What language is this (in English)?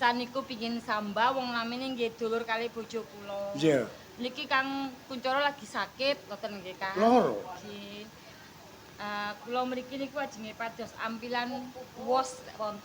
Javanese